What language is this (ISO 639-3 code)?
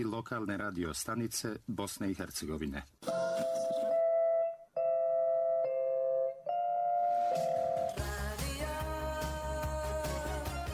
bos